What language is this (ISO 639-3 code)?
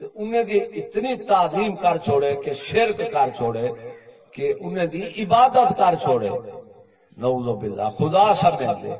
skr